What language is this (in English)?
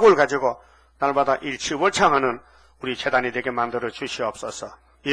Korean